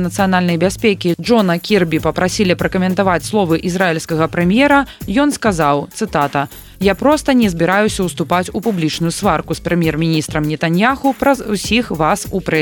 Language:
Belarusian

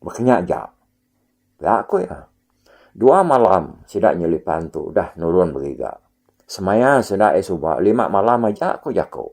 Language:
Iban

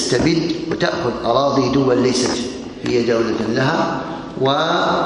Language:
Arabic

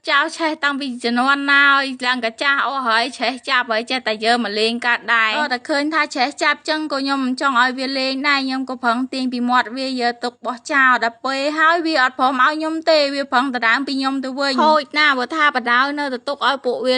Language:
Khmer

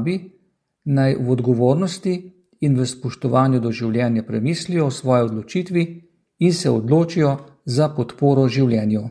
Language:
Slovenian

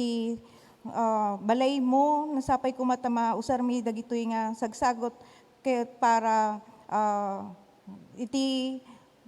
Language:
Iloko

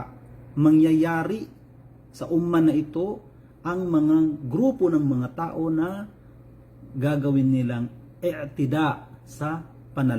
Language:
Maranao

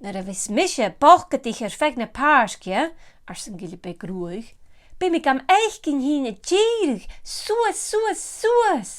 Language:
Scottish Gaelic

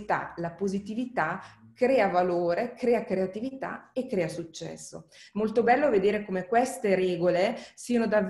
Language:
Italian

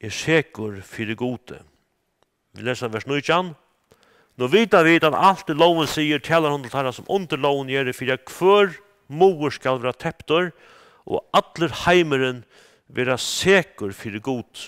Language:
Faroese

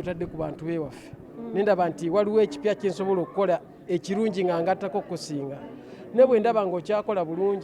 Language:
Ganda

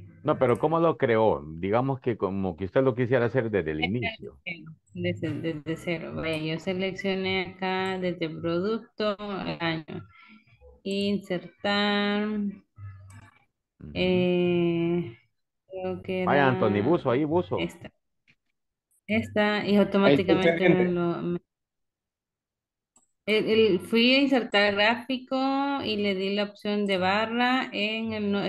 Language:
Spanish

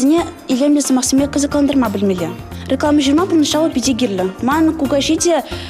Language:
Chuvash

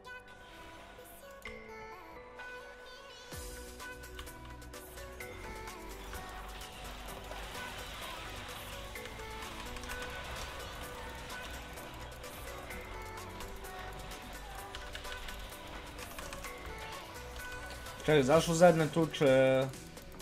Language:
Croatian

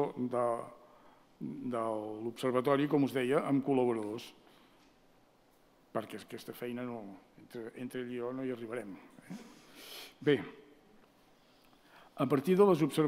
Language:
Catalan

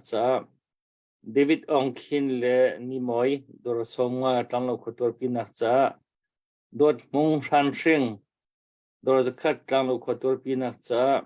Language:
Hakha Chin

